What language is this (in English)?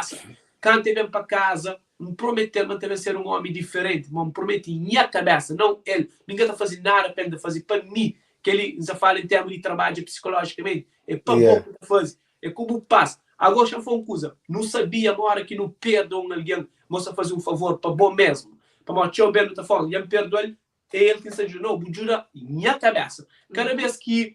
Kabuverdianu